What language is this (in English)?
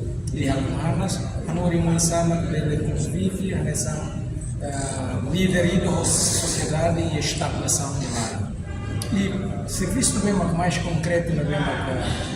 Tetum